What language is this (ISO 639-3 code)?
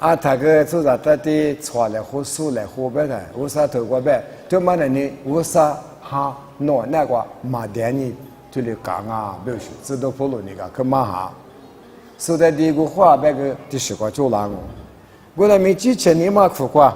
lis